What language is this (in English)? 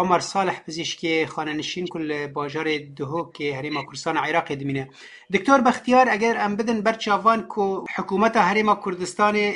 Kurdish